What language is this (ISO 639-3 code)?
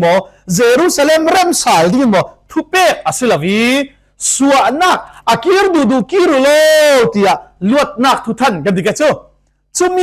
cfm